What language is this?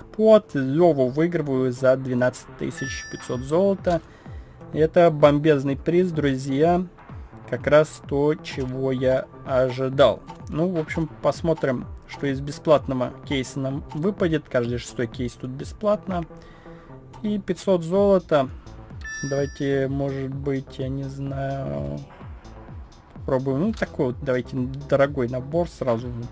Russian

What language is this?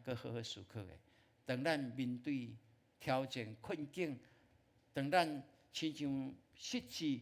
Min Nan Chinese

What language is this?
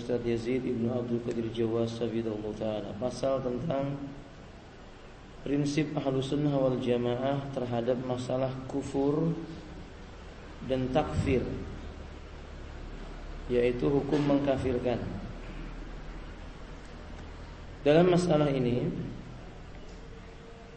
Indonesian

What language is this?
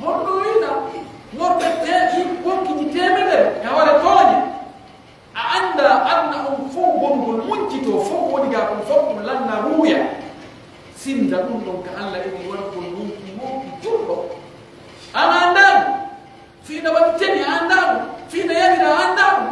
Pular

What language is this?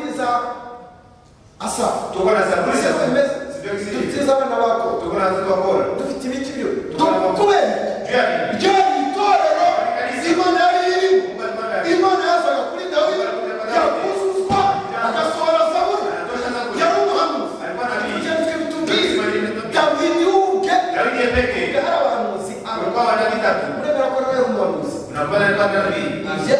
Kinyarwanda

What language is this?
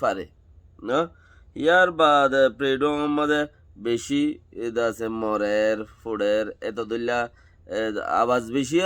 Rohingya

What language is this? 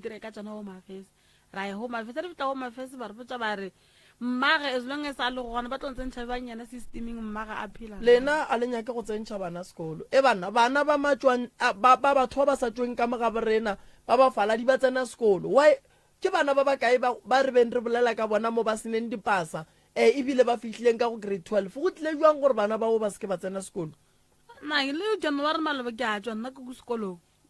Northern Sotho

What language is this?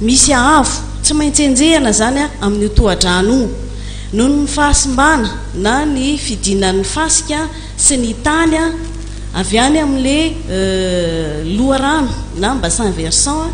Malagasy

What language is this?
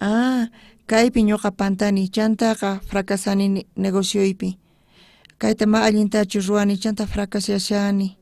South Bolivian Quechua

